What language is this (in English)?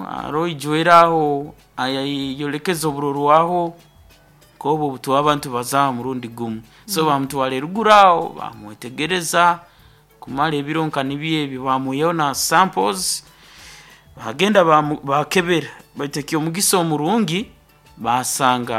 Nyoro